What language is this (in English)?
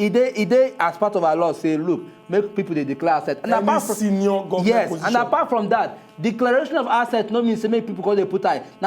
Nigerian Pidgin